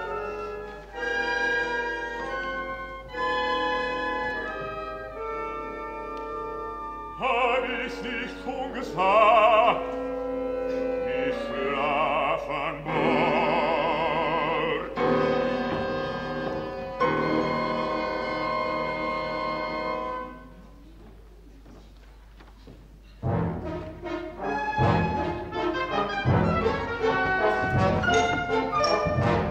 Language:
German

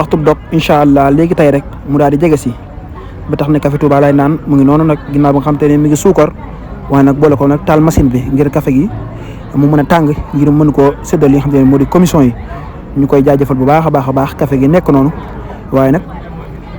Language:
Wolof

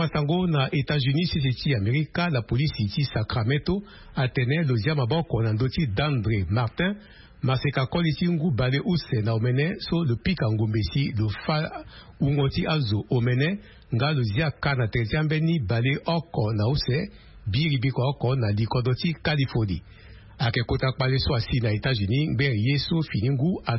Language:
Sango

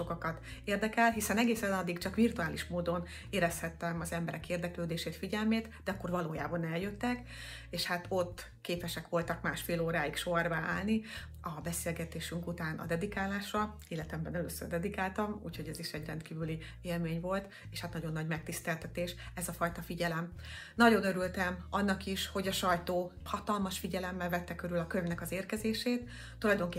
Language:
Hungarian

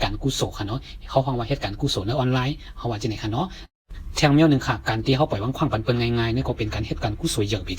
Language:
Shan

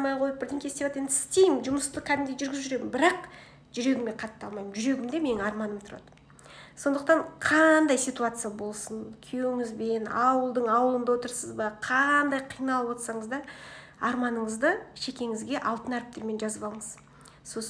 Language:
Kazakh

